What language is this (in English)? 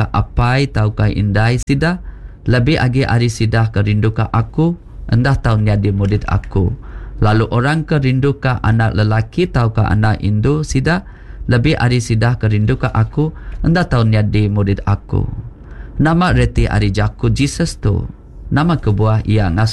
Iban